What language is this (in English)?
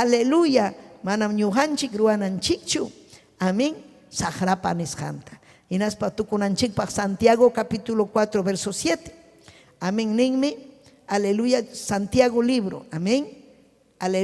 Ayacucho Quechua